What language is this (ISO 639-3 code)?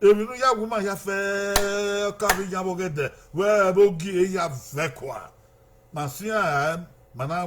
bin